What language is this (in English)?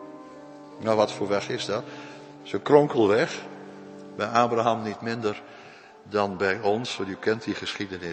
Dutch